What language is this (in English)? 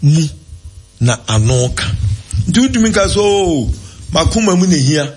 Akan